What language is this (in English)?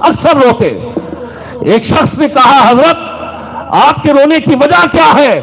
Saraiki